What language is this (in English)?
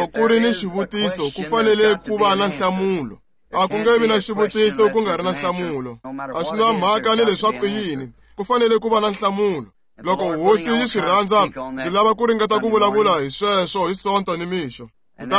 Tsonga